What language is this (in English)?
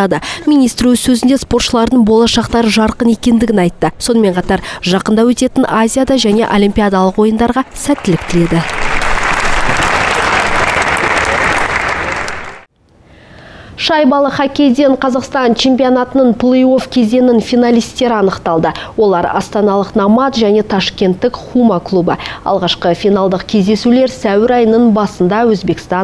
Kazakh